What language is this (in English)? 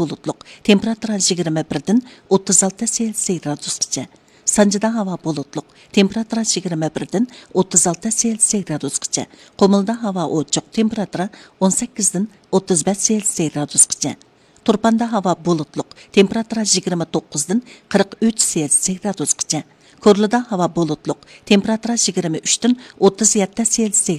Uyghur